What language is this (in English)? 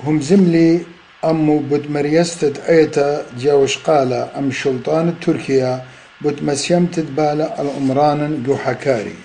Assyrian Neo-Aramaic